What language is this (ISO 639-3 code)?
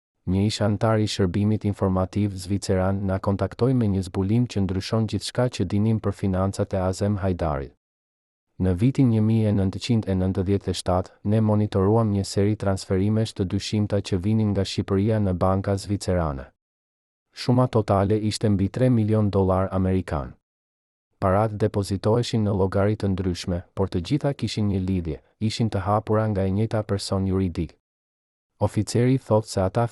sqi